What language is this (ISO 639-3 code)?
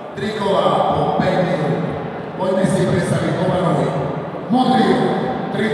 slk